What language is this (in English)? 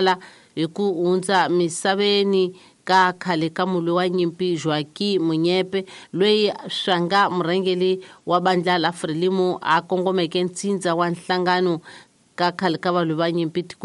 Tsonga